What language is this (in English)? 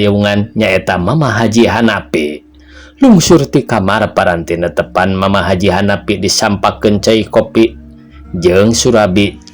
Sundanese